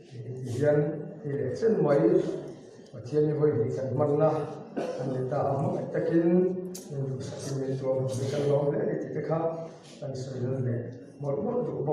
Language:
Mizo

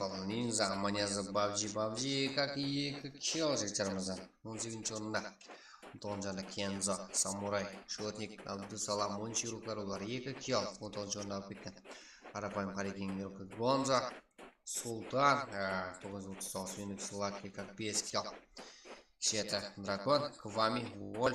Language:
Kara-Kalpak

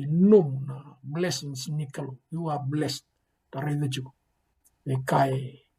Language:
Fijian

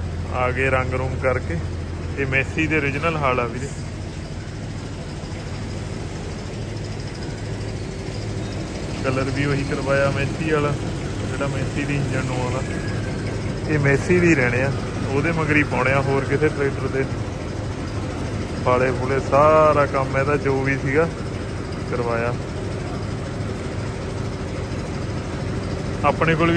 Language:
Punjabi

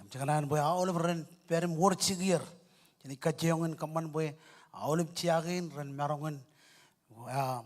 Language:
Marshallese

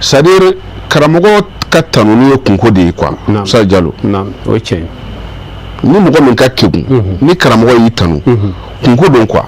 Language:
Bambara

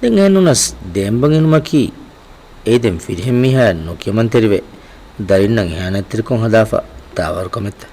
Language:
Divehi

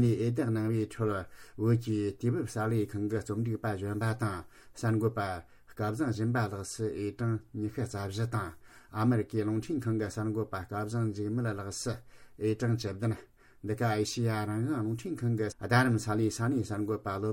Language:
Tibetan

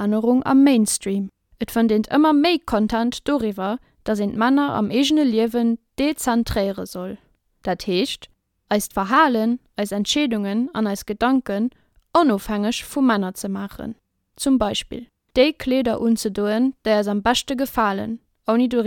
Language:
Luxembourgish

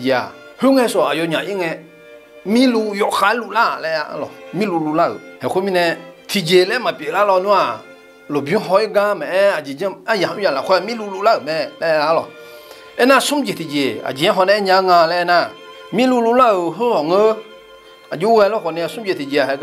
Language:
Akha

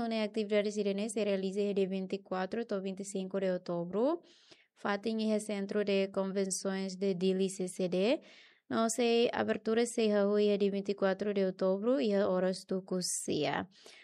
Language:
Tetum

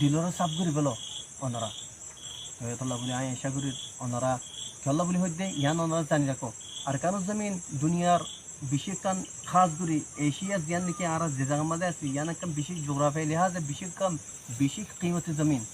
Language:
Rohingya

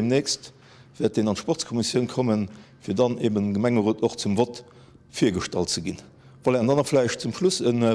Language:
Luxembourgish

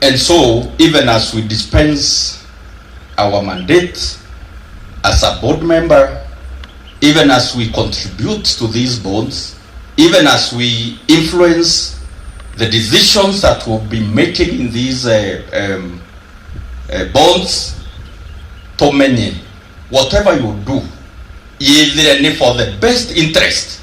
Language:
Meru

